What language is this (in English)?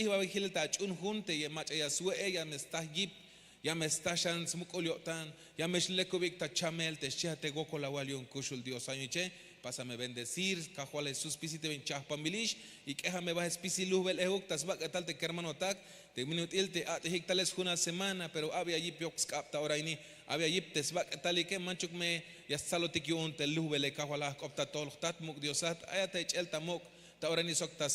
Tzeltal